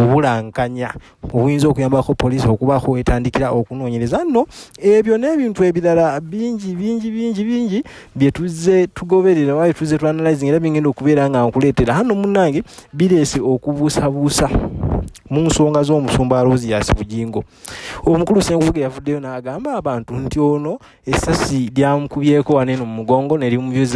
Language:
Ganda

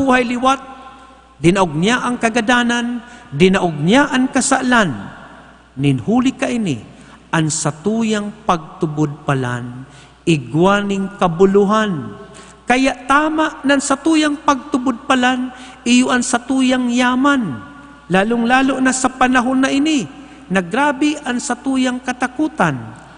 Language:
Bikol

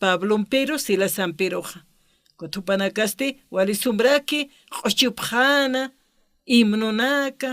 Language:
Aymara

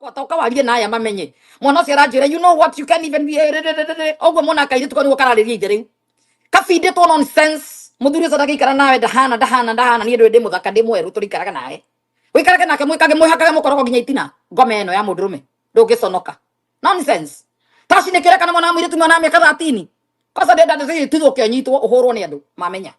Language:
Kikuyu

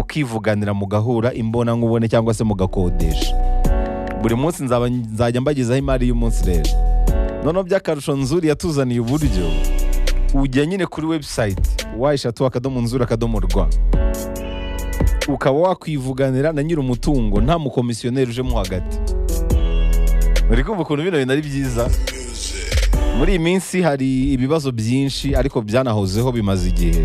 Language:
Kinyarwanda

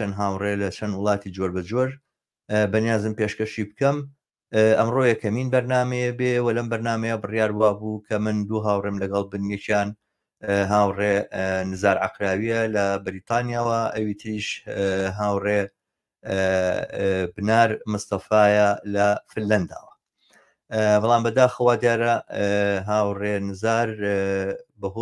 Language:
Central Kurdish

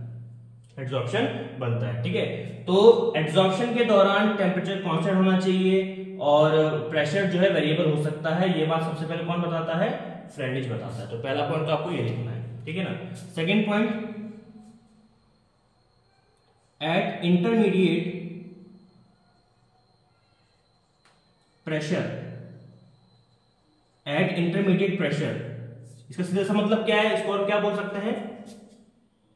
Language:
Hindi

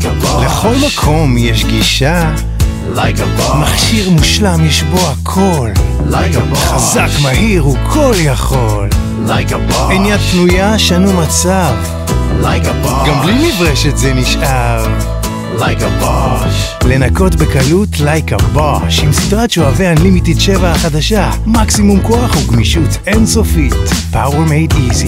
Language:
Hebrew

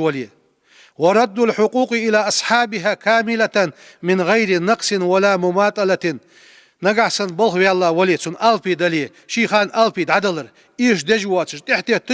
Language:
Ingush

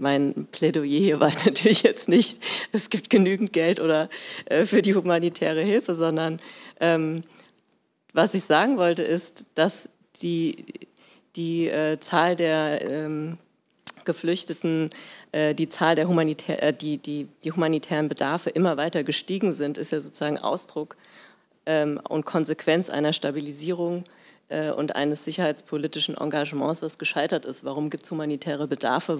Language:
German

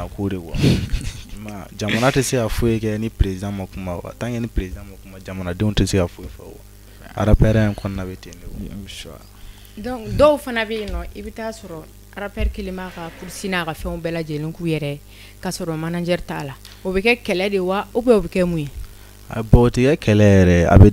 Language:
Bambara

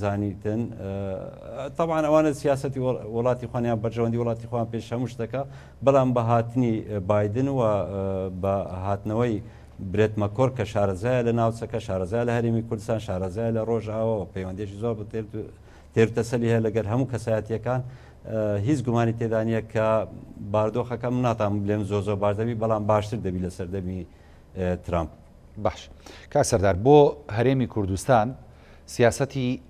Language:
Central Kurdish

